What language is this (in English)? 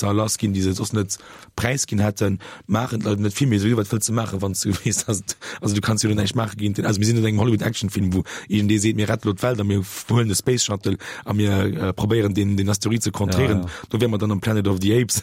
Luxembourgish